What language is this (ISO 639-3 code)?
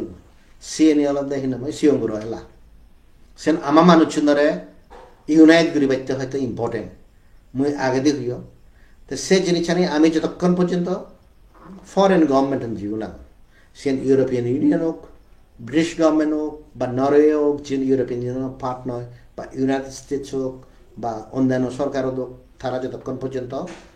ccp